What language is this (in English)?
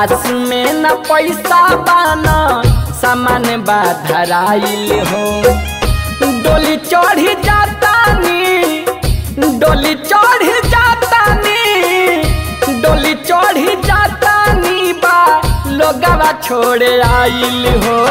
Bhojpuri